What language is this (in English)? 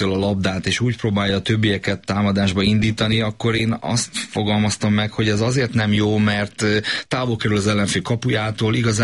Hungarian